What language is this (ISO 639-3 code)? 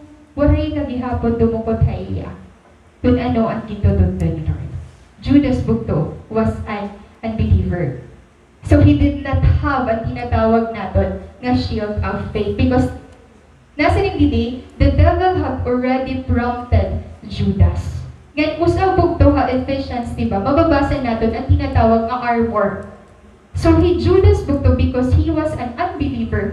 war